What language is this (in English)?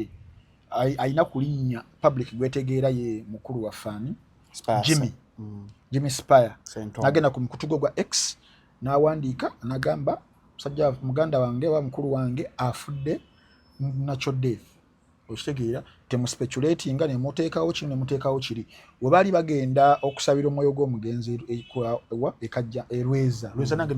Ganda